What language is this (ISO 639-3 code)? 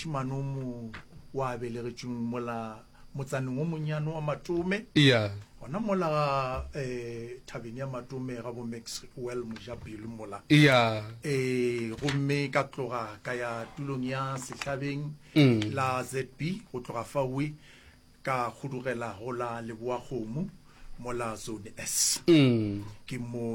nso